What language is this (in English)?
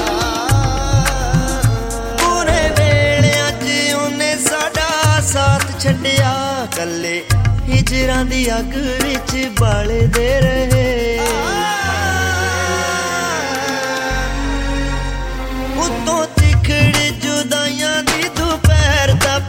Punjabi